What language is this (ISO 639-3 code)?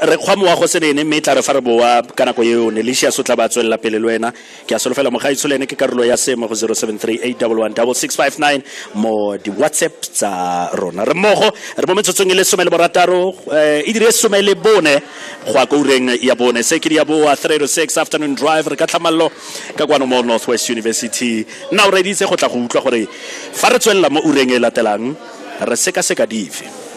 tsn